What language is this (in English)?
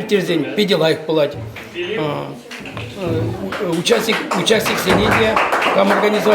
Chuvash